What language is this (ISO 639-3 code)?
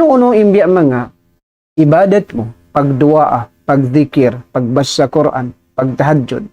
tsg